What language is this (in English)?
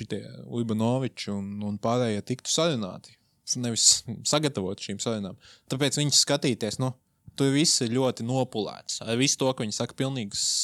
Latvian